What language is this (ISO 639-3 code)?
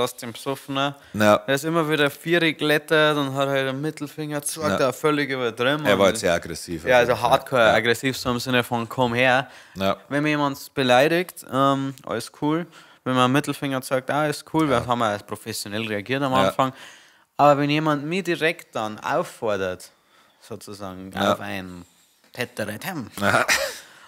bar